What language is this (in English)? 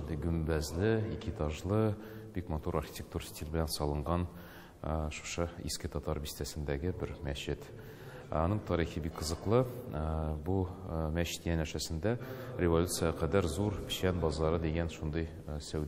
Tatar